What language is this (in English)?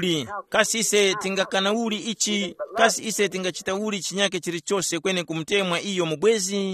Tumbuka